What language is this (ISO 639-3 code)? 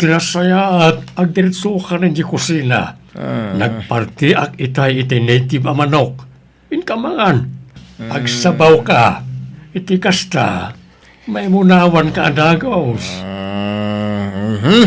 ilo